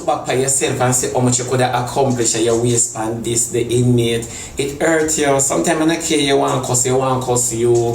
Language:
Jamaican Creole English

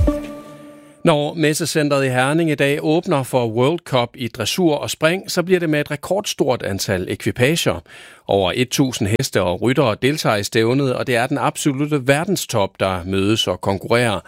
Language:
Danish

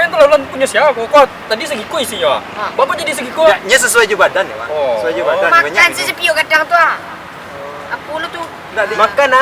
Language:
Minangkabau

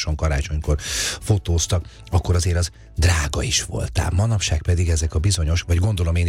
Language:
Hungarian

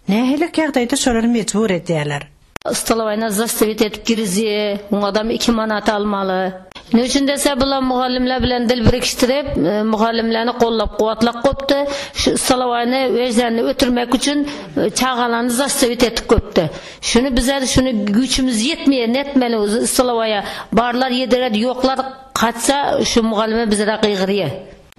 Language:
Turkmen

